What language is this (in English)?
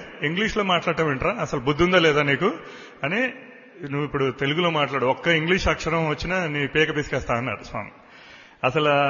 Telugu